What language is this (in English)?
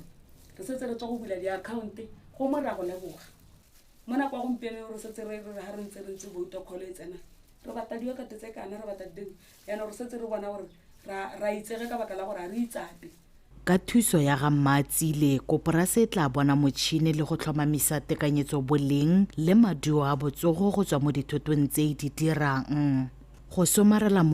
Tswana